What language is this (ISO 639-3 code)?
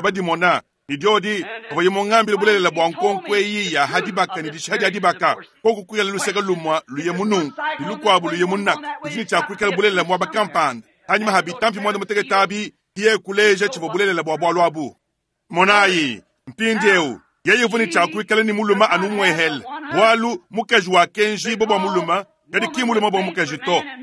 lua